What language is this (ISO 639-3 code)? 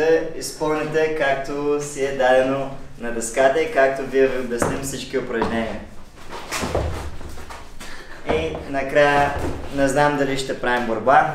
bul